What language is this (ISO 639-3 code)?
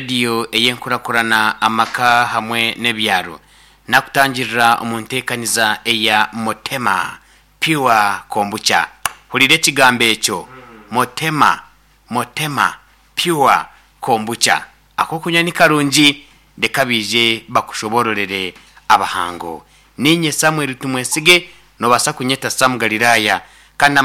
nyn